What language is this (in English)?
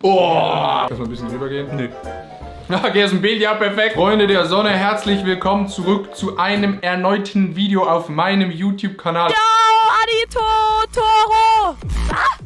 Swiss German